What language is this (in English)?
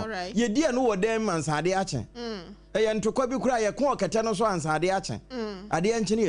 Akan